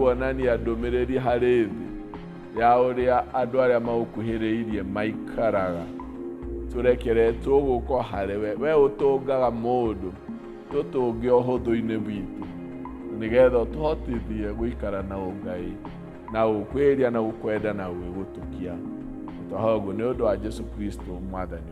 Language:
Kikuyu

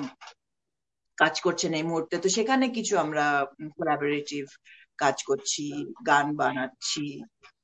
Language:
Bangla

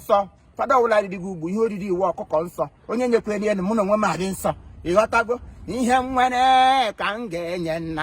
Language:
Igbo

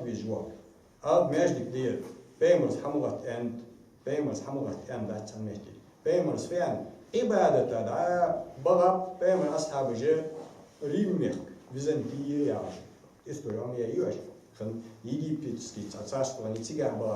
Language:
Ingush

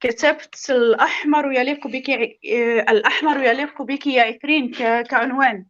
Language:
North Levantine Arabic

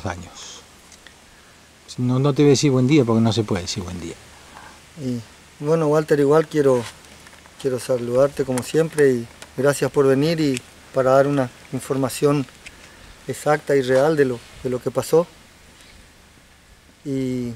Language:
Spanish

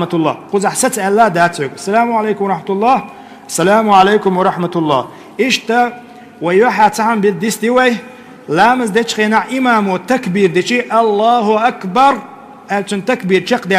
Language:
Chechen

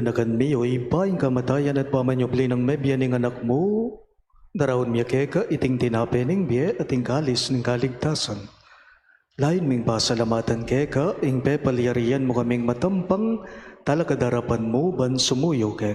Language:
Pampanga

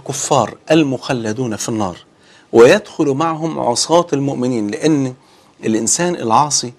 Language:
Arabic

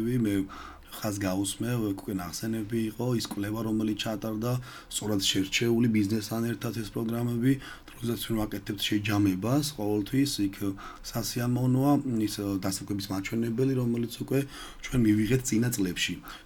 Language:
Georgian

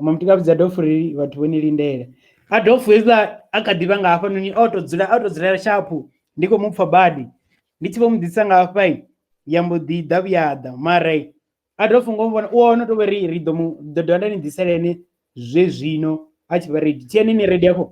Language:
Venda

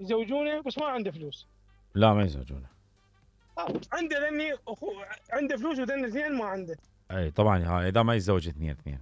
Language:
Mesopotamian Arabic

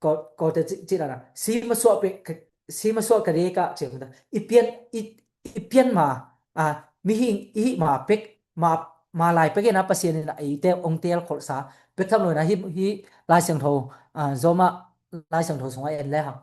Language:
Tedim Chin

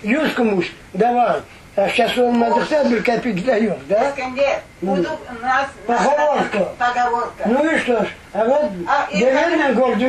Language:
Crimean Tatar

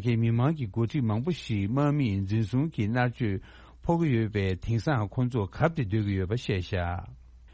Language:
Tibetan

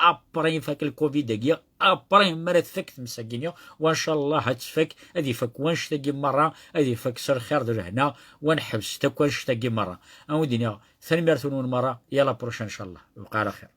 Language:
Kabyle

